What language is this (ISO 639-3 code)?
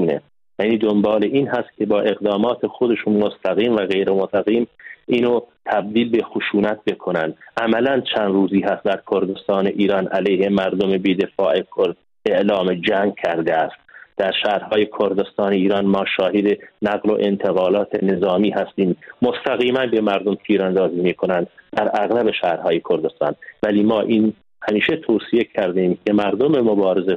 fas